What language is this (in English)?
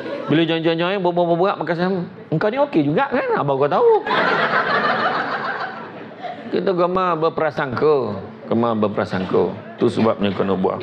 Malay